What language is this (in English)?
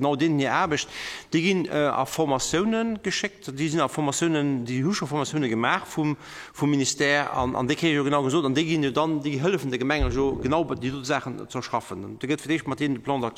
Luxembourgish